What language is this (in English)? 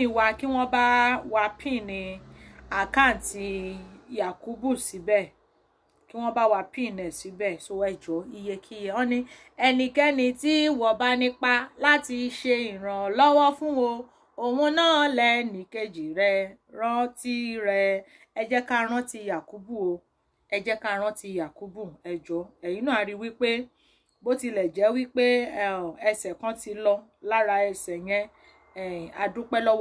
Yoruba